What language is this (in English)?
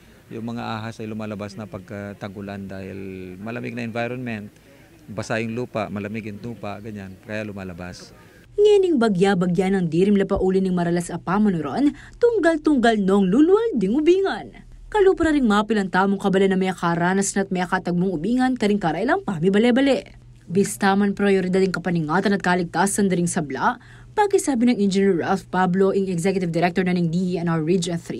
Pampanga